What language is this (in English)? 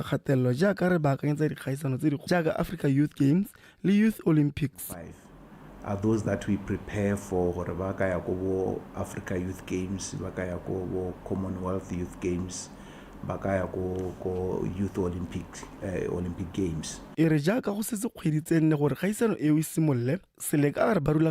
Tswana